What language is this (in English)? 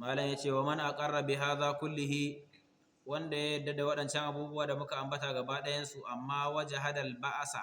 Hausa